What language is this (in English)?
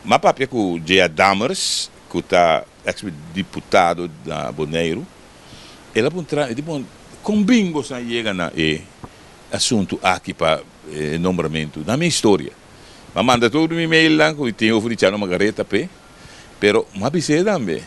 Papiamento